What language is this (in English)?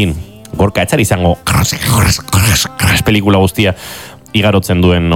Basque